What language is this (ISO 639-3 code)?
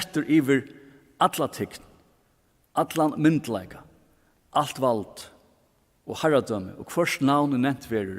fao